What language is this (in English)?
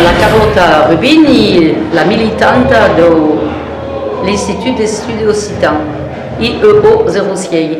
Occitan